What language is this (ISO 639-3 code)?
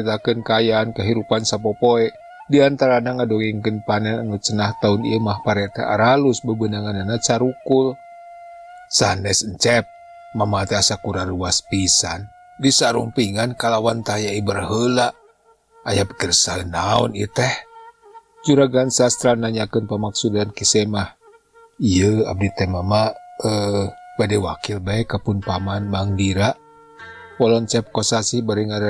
sun